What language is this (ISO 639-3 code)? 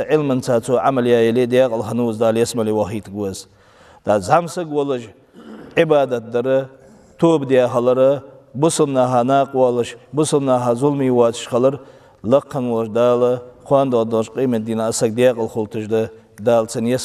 inh